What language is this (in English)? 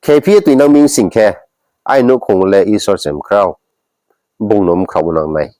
Riang (India)